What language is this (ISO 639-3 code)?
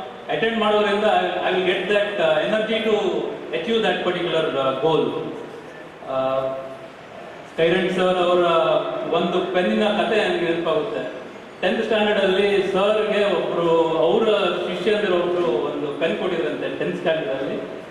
kan